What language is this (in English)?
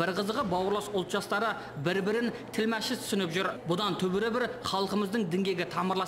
Kazakh